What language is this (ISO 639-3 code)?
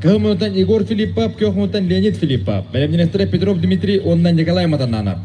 sah